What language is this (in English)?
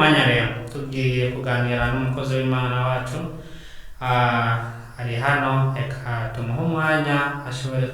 Rundi